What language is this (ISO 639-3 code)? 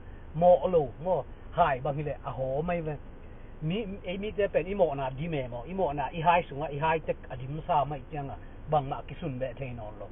ctd